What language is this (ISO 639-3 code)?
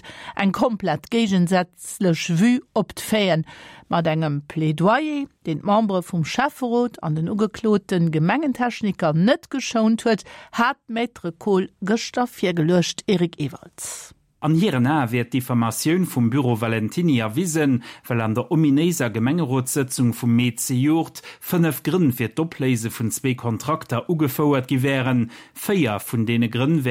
ltz